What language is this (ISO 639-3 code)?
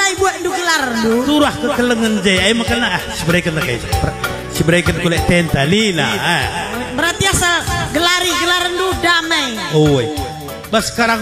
btx